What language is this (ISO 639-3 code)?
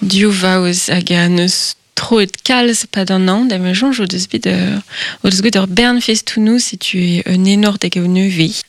bre